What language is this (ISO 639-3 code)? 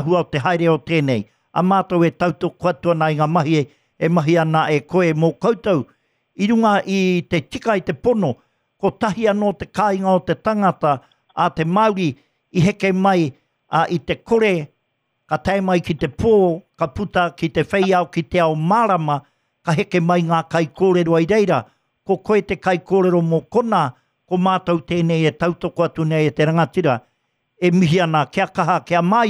mri